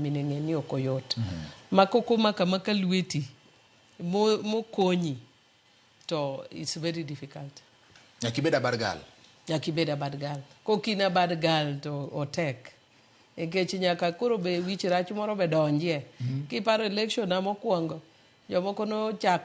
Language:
Luo (Kenya and Tanzania)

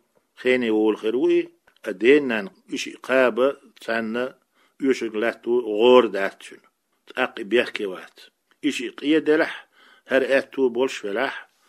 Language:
Chechen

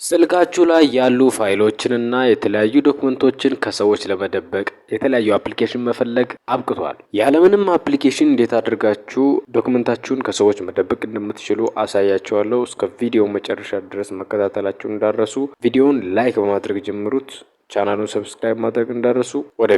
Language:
Amharic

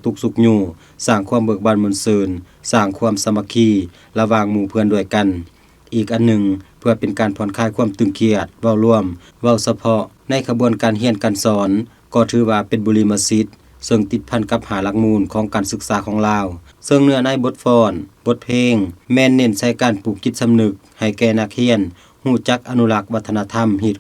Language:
Lao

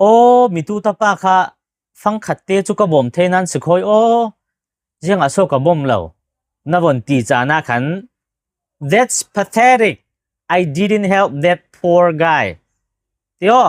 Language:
Falam Chin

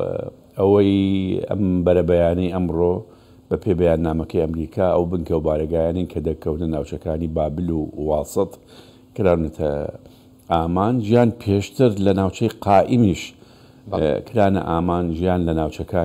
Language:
Central Kurdish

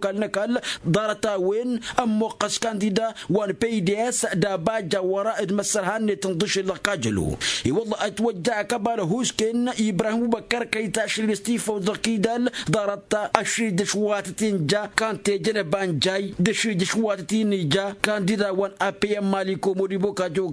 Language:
Tamasheq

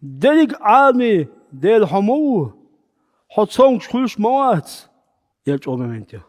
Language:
Chechen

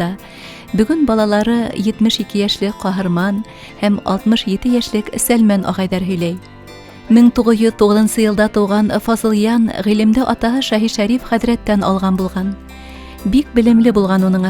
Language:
Bashkir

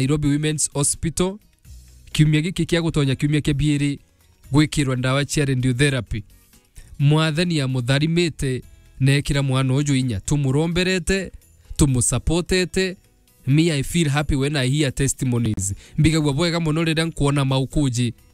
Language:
Meru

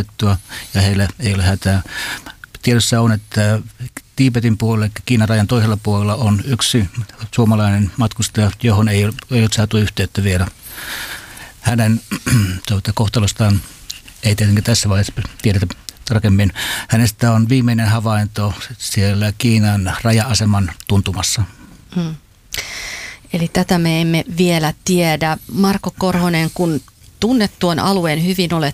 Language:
Finnish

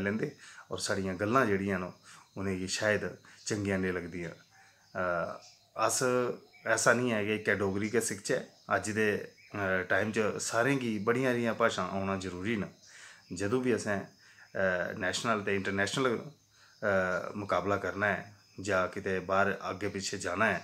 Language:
Dogri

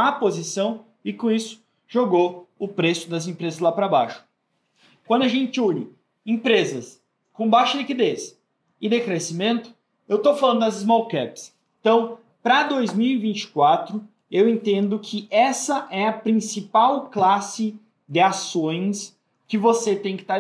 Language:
Portuguese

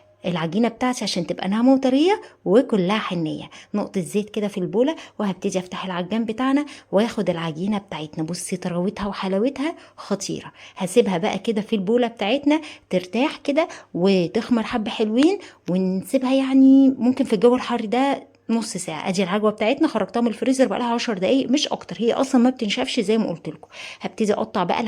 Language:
Egyptian Arabic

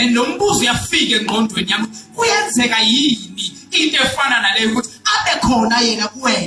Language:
Zulu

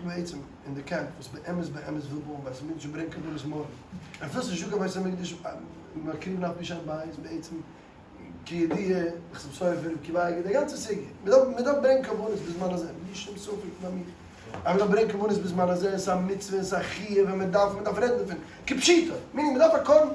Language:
Yiddish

